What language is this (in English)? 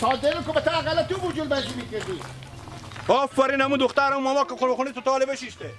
Hazaragi